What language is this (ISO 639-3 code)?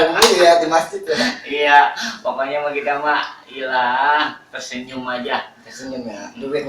bew